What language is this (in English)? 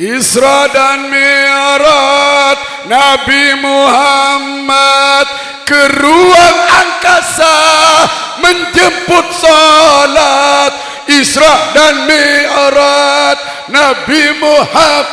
Sasak